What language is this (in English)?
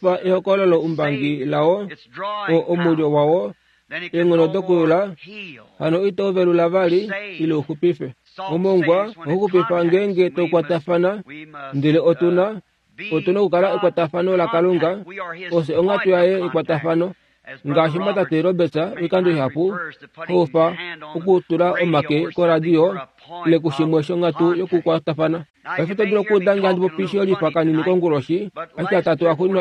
Kuanyama